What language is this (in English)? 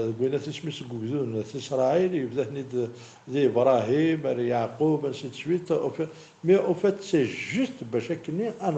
Kabyle